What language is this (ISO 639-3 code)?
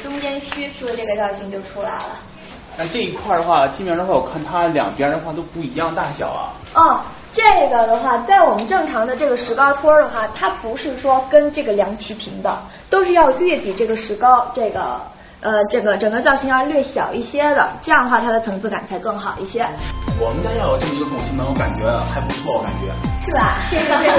zho